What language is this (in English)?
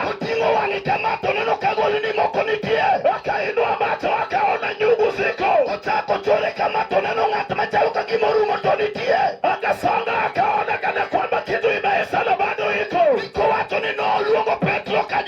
Luo (Kenya and Tanzania)